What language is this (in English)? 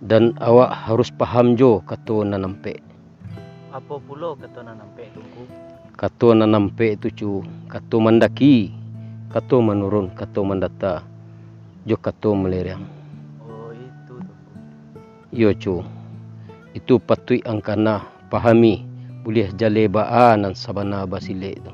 Minangkabau